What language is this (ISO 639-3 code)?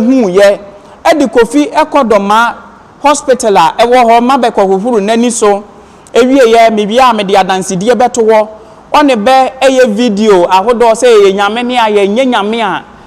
aka